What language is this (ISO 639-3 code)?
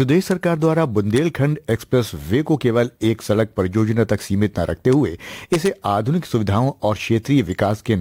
hin